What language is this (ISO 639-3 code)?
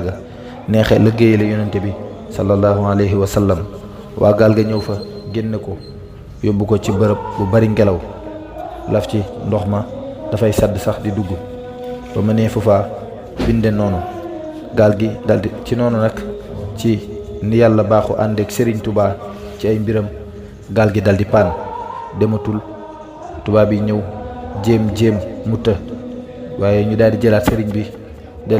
wol